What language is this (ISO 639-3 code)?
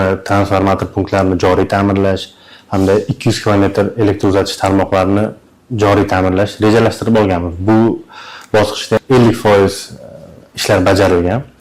uzb